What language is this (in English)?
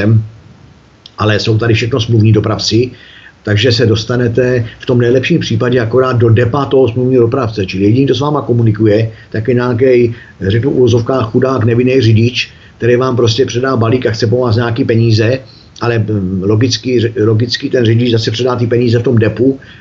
Czech